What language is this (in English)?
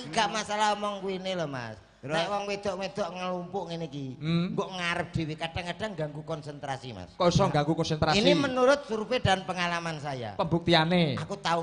Javanese